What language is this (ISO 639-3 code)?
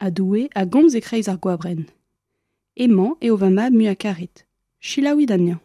bre